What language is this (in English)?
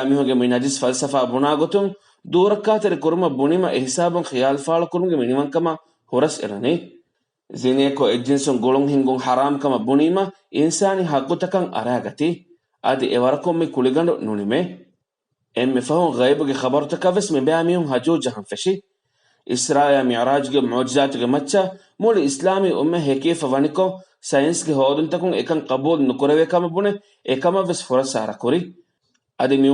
Divehi